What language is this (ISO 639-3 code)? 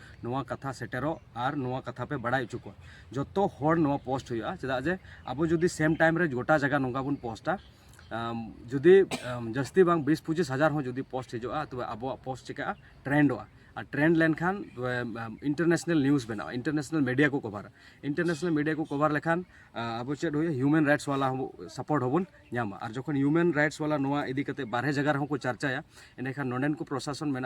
sat